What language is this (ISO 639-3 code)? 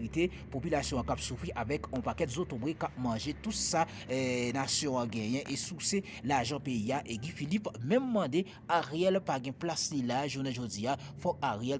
hat